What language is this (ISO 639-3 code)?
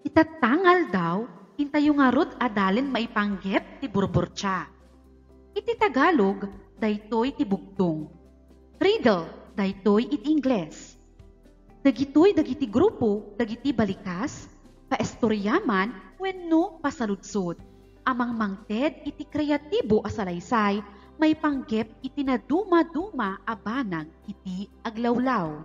ilo